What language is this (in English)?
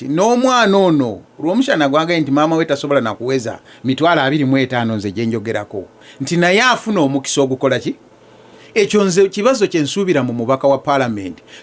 Ganda